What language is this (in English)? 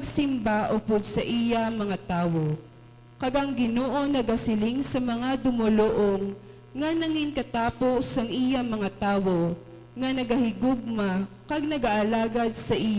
Hiligaynon